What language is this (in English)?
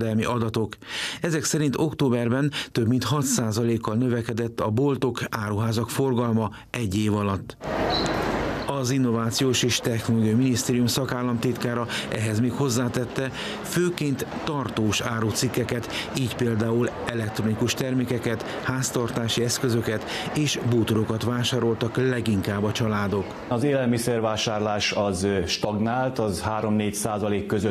Hungarian